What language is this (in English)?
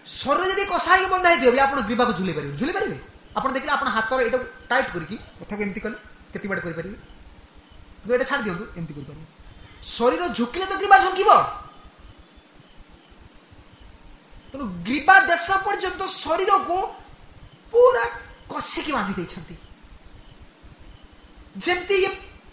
Odia